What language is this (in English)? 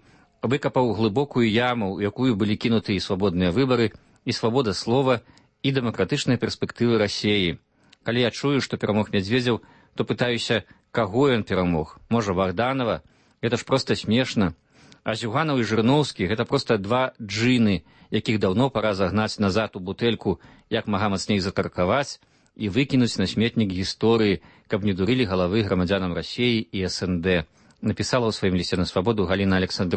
Belarusian